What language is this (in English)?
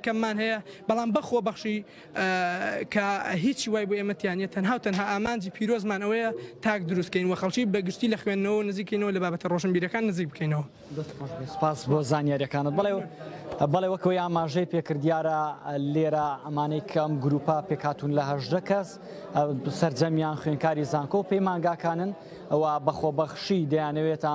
Central Kurdish